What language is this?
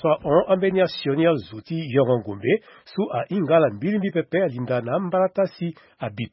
Sango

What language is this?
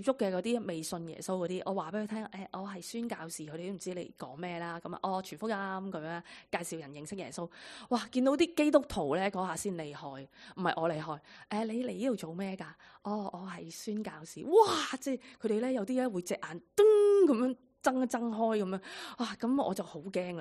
Cantonese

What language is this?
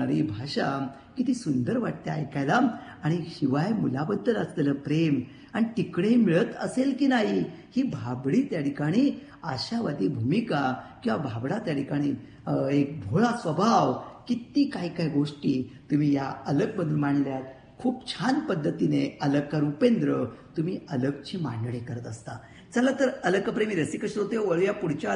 Marathi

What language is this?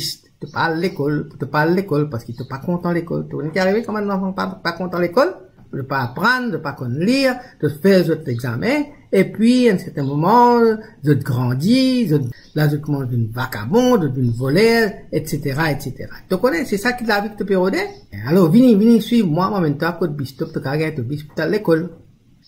Morisyen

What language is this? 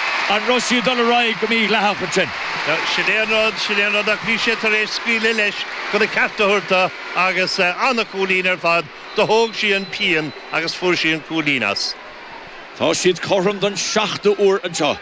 Irish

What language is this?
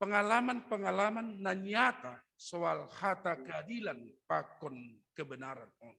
Batak Simalungun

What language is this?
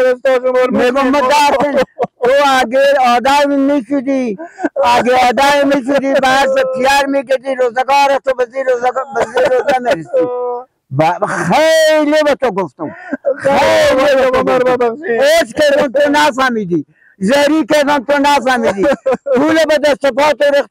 Hazaragi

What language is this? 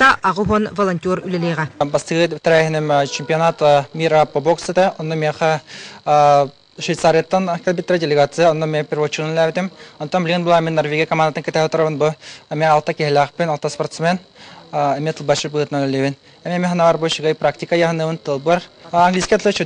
Yakut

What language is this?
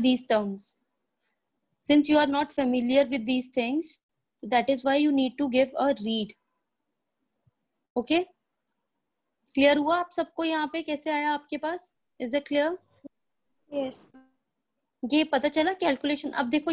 Hindi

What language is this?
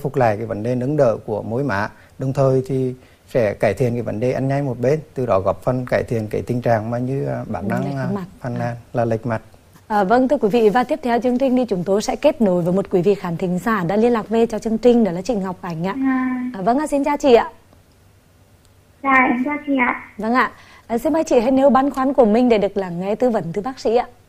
Vietnamese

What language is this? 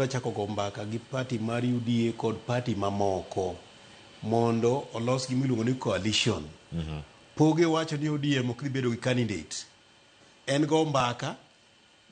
Luo (Kenya and Tanzania)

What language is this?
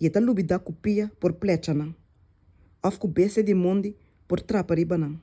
Papiamento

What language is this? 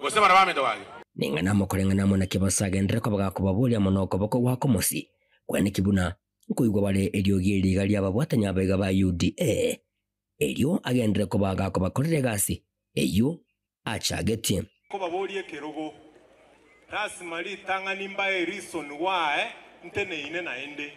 Gusii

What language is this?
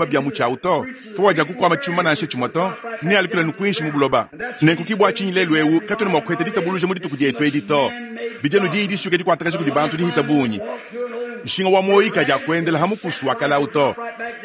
Luba-Lulua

